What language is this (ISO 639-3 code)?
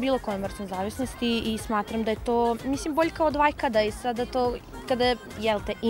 srp